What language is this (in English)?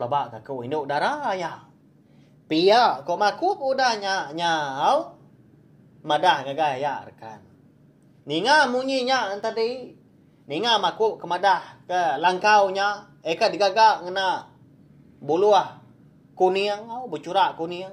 Iban